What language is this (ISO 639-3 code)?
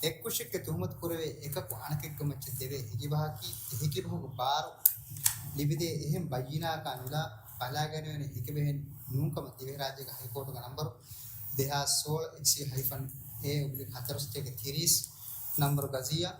div